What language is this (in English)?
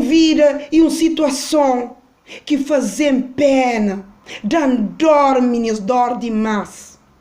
Kabuverdianu